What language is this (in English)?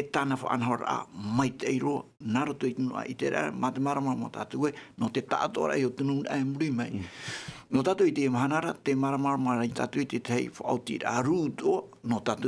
Tahitian